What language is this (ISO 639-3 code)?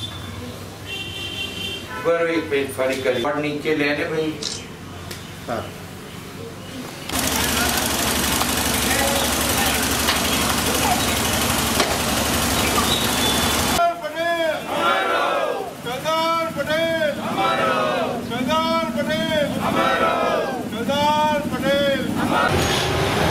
guj